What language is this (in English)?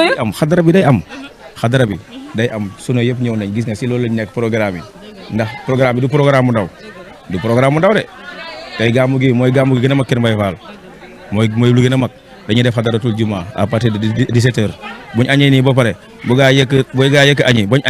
Wolof